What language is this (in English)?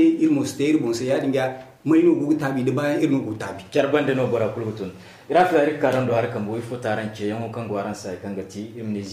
Zarma